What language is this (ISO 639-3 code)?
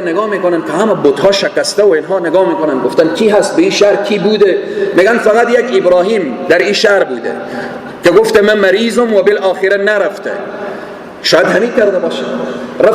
fas